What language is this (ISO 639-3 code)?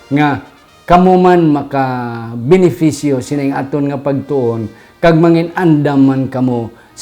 hil